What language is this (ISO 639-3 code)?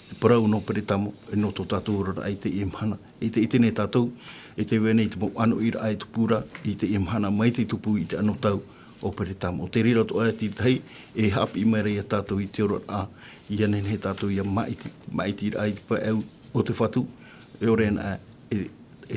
tah